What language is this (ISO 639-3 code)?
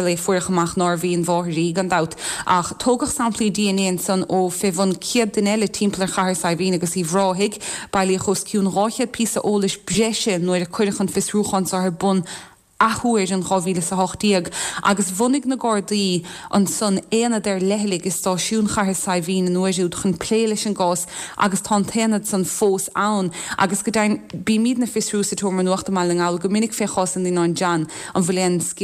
gle